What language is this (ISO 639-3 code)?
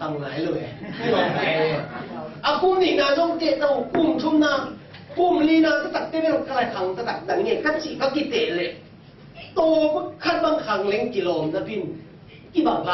ctd